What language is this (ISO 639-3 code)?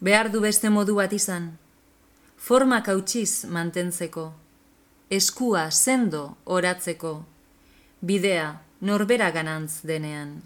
eus